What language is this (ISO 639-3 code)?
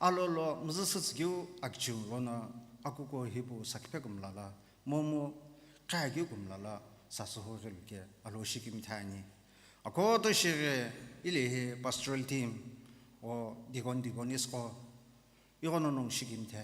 nsm